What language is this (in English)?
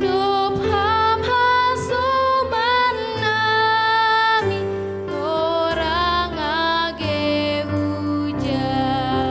Batak Simalungun